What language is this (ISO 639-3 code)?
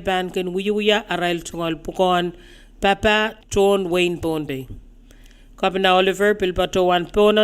pon